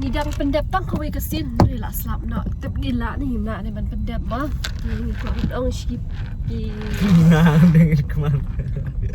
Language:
Khasi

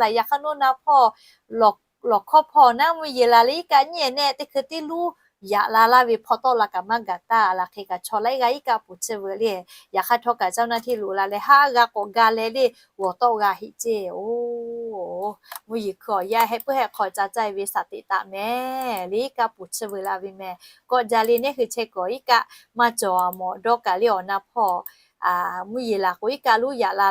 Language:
Lahu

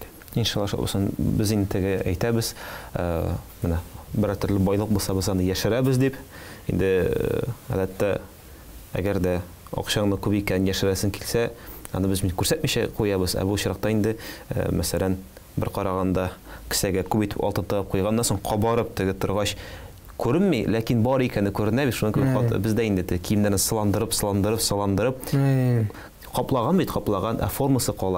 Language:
Tatar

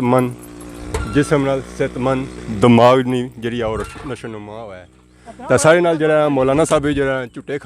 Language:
Pahari-Potwari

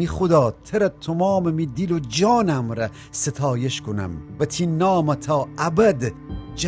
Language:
Gilaki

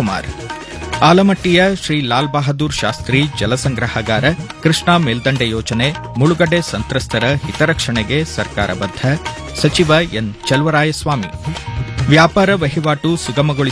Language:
Kannada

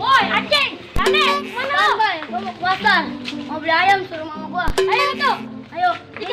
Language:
Betawi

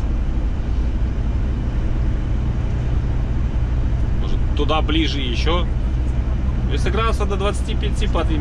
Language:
Russian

